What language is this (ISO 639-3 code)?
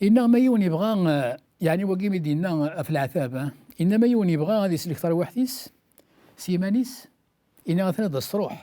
kab